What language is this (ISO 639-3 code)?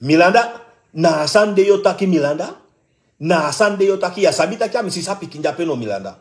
srn